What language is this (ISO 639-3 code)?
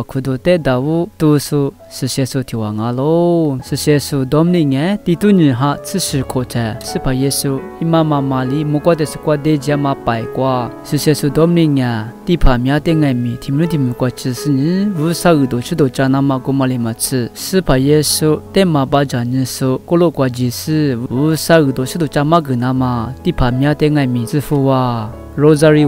lis